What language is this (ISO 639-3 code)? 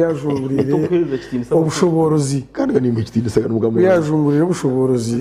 nyn